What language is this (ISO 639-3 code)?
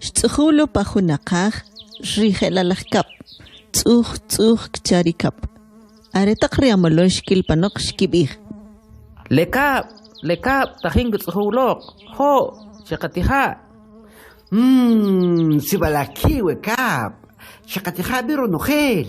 quc